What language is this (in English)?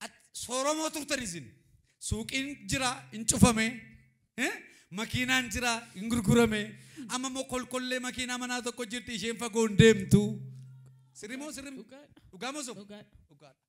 Oromo